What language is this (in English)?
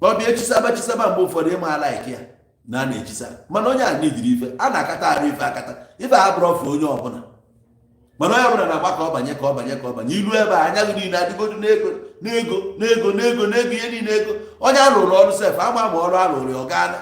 Igbo